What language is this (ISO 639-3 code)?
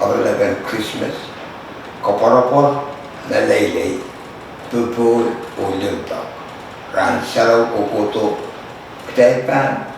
pon